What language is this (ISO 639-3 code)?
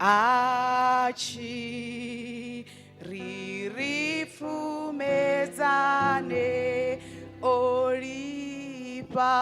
ven